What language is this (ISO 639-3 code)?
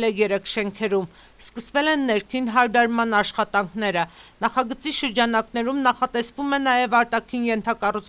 hye